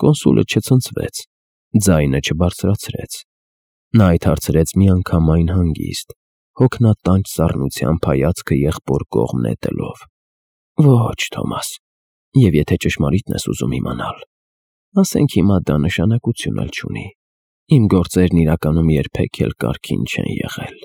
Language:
Armenian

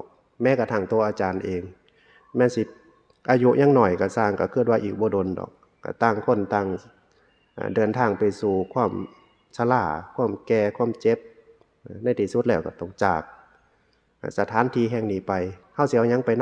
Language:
Northeastern Thai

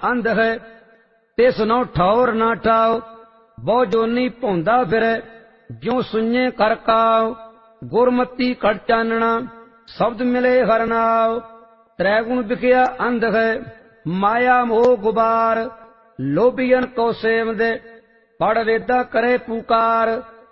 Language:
Punjabi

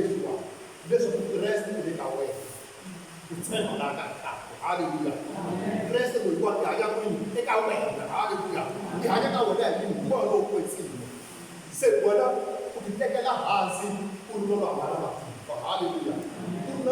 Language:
Tsonga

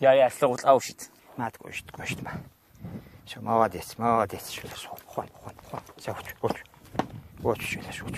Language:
Kabardian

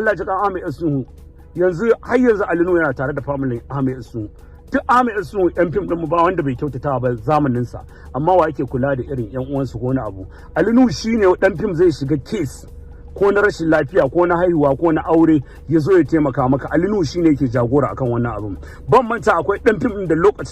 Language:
Hausa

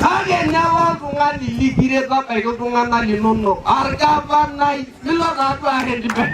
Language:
Masai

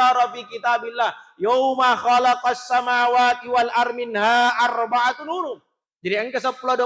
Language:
Buginese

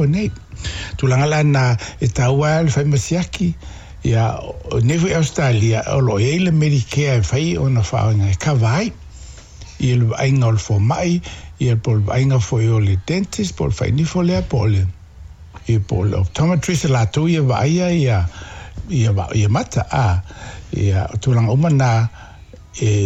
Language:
Samoan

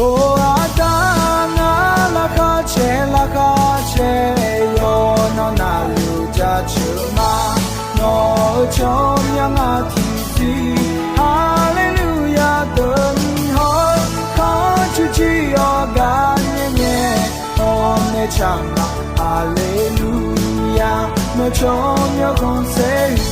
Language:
Akha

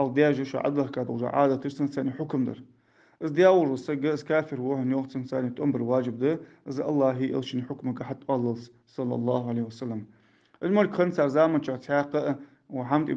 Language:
Ingush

